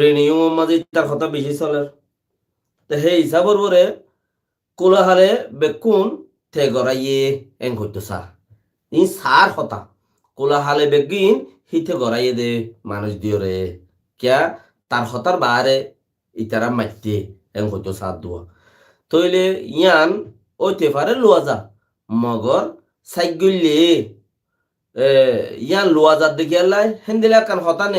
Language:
Rohingya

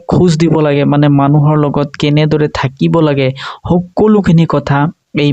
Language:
Assamese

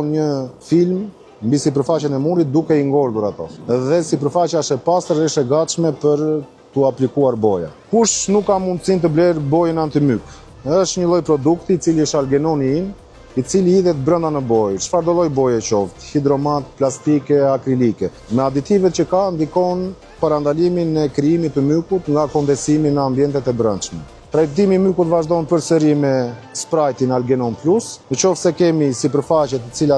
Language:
Albanian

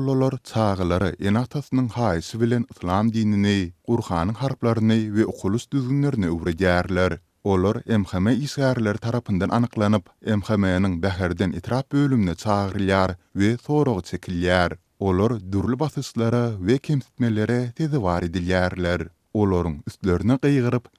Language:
Turkmen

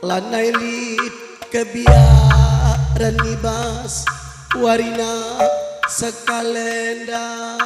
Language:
Batak Karo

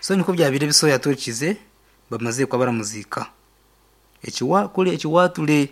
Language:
Nyankole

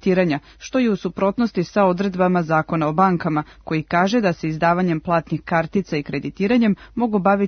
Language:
Serbian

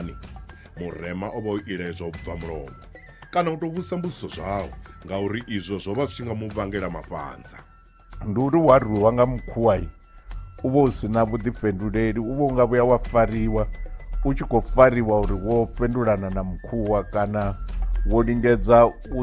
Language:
Venda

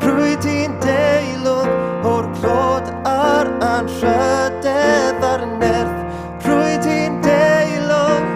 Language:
Welsh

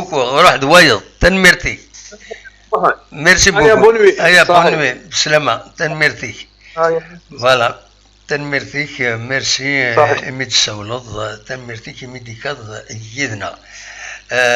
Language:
Kabyle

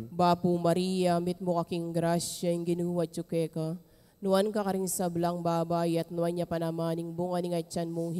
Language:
Pampanga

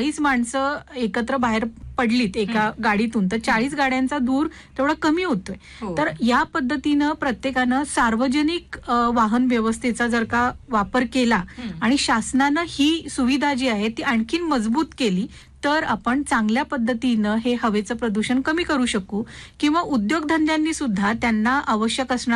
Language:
Marathi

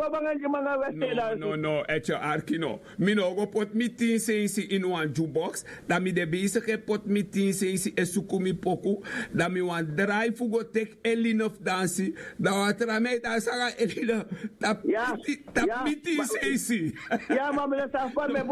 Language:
Sranan Tongo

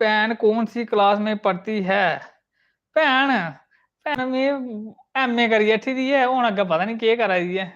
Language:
Dogri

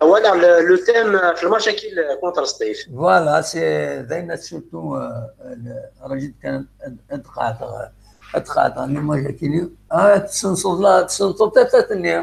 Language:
Kabyle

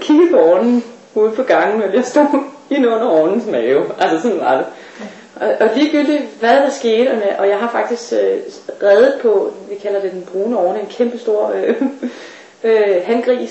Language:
Danish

